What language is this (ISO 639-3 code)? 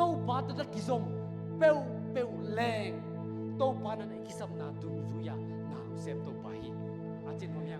ctd